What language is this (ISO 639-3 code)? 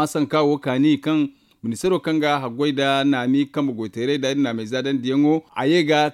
dje